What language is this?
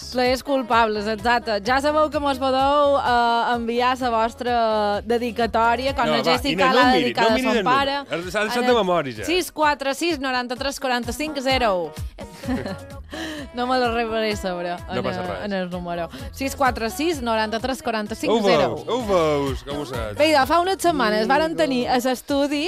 Catalan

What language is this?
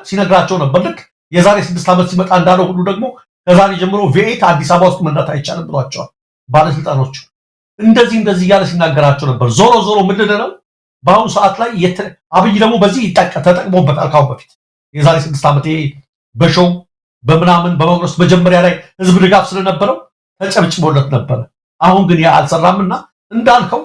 Amharic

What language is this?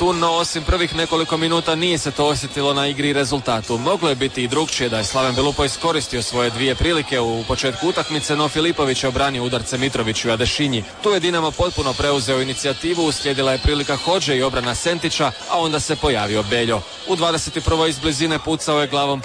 Croatian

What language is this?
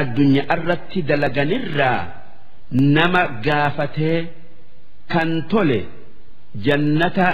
Oromo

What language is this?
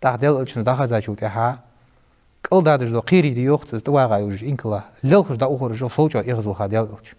Ingush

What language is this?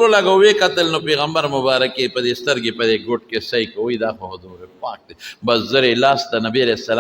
Pashto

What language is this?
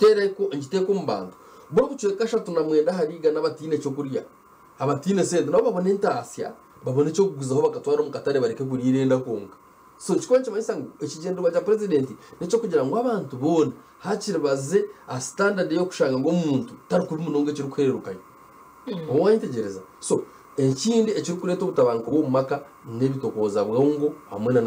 Nyankole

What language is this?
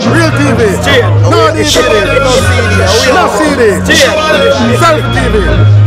Jamaican Creole English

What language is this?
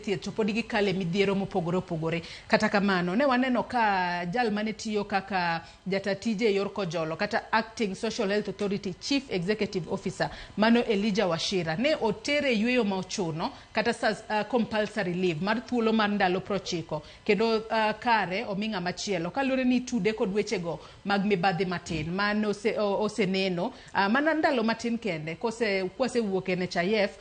Luo (Kenya and Tanzania)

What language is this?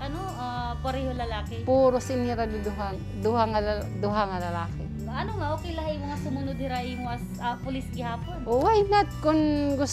Waray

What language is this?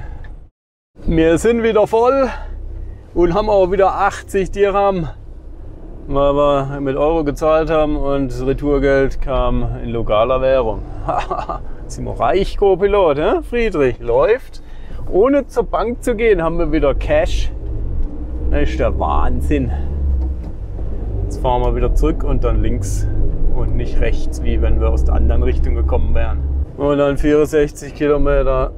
German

